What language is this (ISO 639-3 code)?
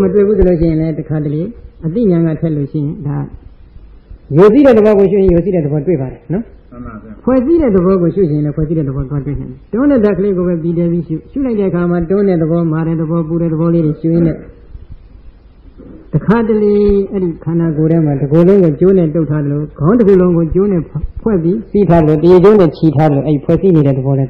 mya